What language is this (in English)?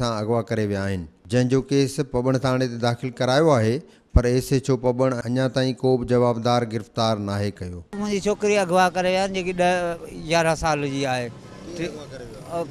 Sindhi